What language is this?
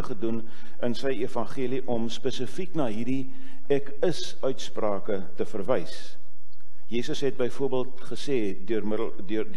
Afrikaans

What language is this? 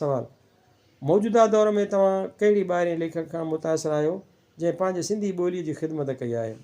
Sindhi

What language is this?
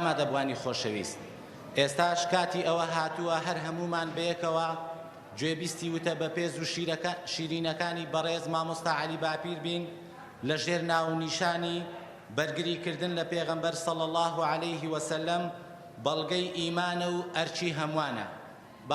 Central Kurdish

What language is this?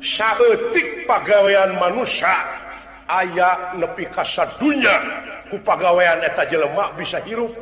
Sundanese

